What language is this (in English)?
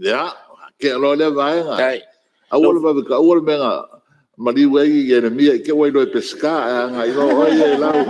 Samoan